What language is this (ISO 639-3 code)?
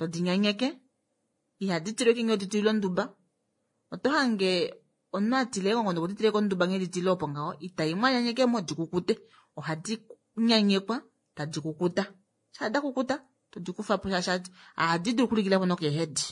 kua